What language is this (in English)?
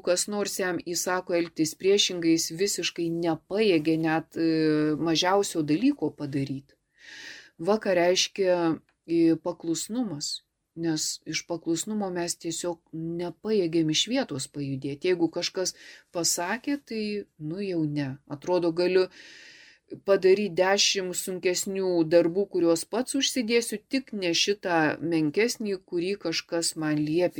Lithuanian